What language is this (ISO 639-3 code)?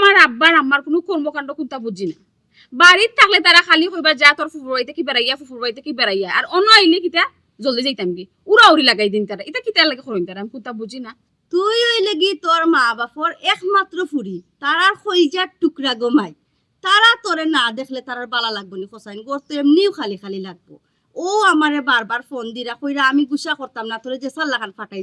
syl